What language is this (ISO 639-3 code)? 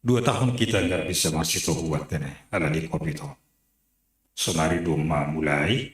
bts